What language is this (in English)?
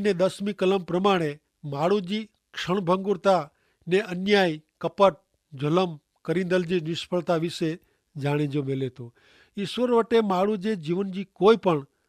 Kachhi